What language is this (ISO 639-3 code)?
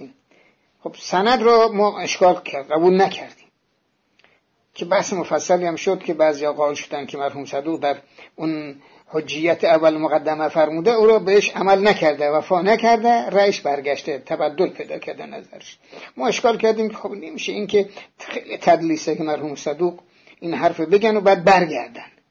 fas